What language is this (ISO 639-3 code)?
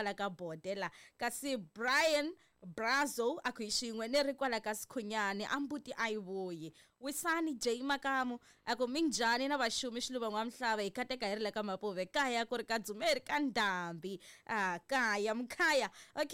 tso